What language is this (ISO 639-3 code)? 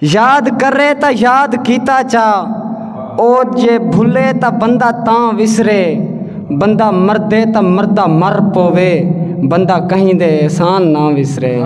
skr